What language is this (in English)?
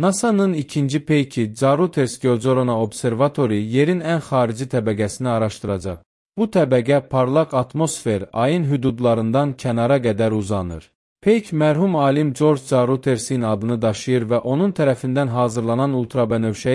Azerbaijani